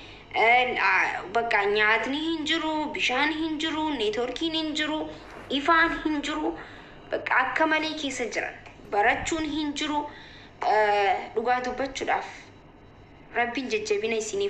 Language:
Oromo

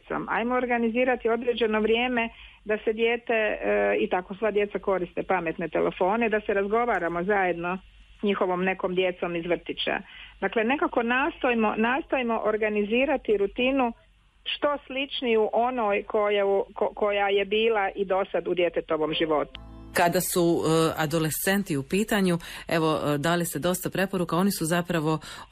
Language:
Croatian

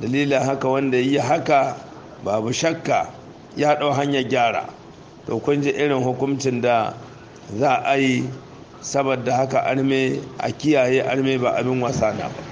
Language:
Hausa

